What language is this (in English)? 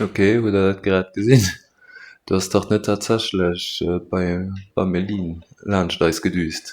Luxembourgish